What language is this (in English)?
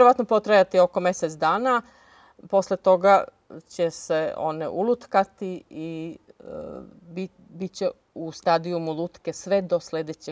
Serbian